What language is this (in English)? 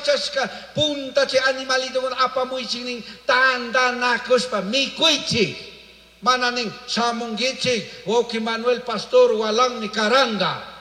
Chimborazo Highland Quichua